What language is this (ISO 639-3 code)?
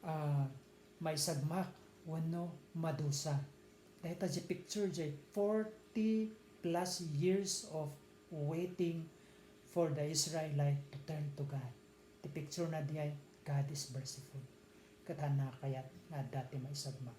ilo